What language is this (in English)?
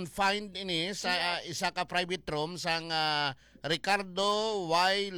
Hiligaynon